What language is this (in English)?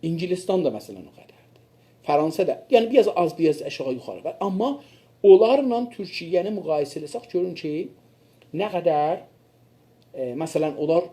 South Azerbaijani